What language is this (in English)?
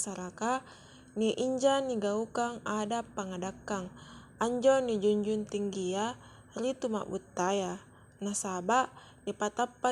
Makasar